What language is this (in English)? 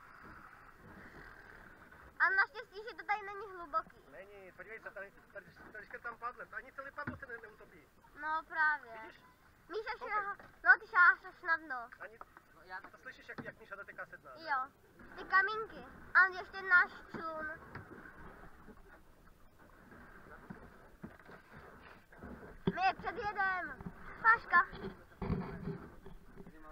Czech